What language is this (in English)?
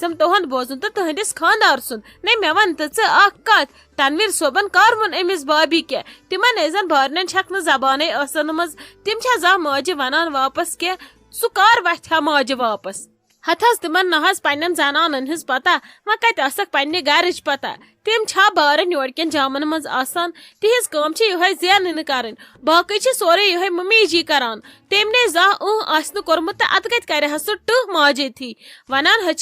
Kashmiri